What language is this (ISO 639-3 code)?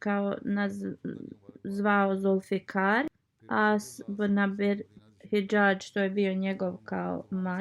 bos